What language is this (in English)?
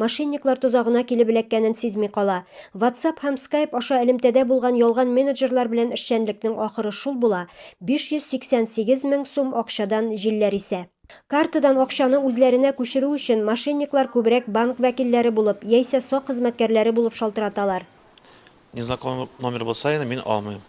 Tatar